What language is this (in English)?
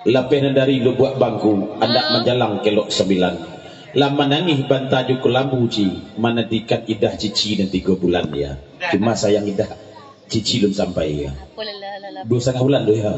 Minangkabau